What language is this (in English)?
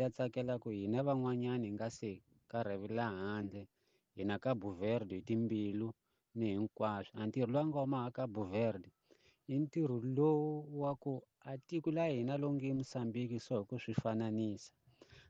Tsonga